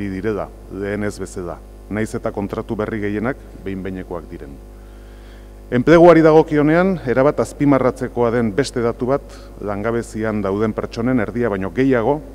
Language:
Basque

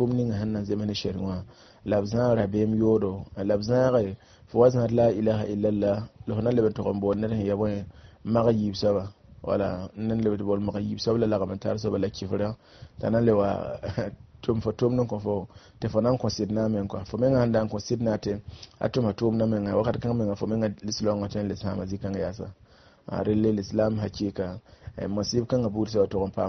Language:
Mossi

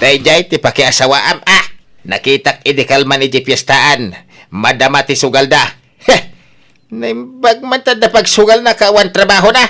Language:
Iloko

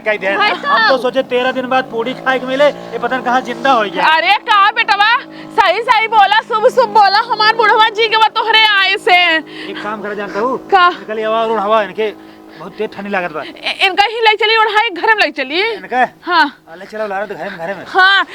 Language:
Awadhi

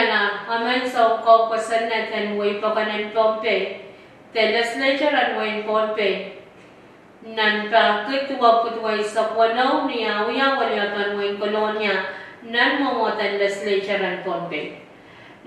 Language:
Pohnpeian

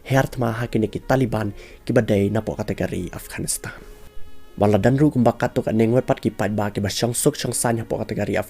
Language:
Khasi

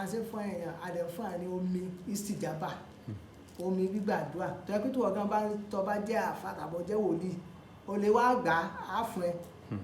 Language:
Yoruba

